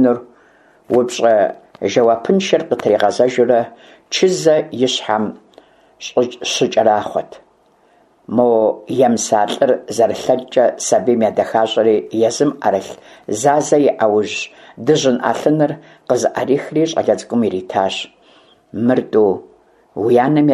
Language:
Kabardian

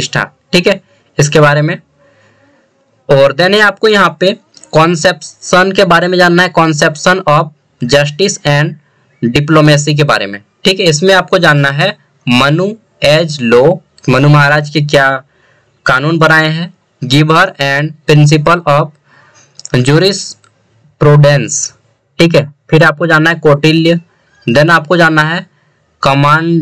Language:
Hindi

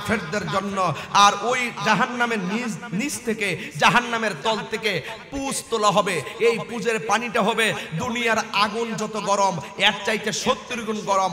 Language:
Bangla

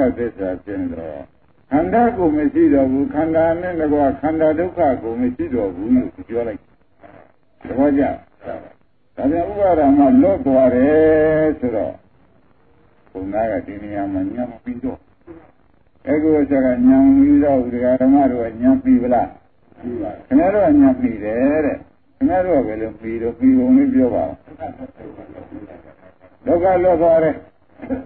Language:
Burmese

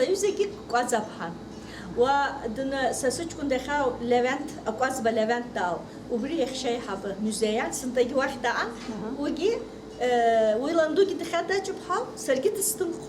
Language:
Abkhazian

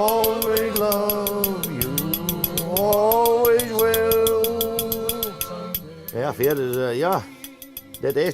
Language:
Western Frisian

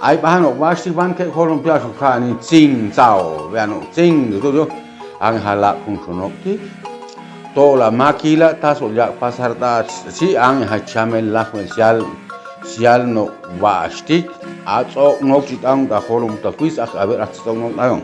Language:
Chuj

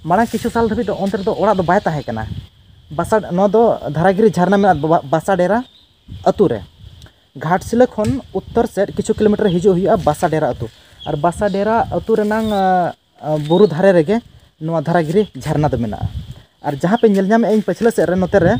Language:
Santali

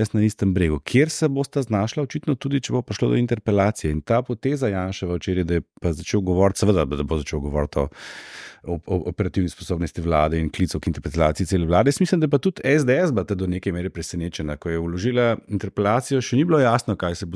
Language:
Slovenian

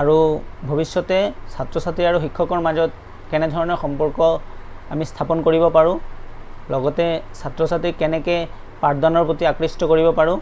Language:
Assamese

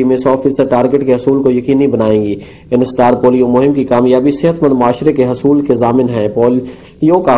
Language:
Urdu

